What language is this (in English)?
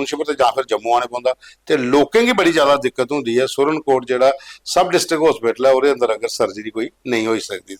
Dogri